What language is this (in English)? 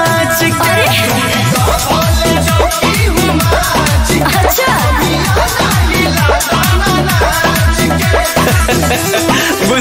Bhojpuri